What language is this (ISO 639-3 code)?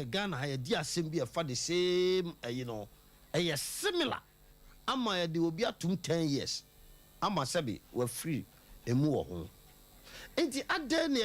aka